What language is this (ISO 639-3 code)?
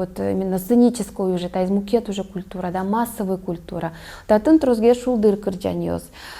udm